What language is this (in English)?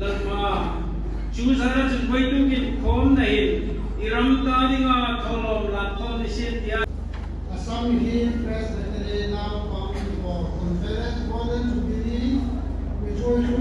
Hmar